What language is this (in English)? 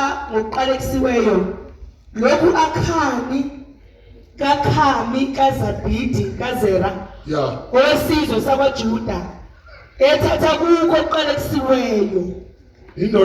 Zulu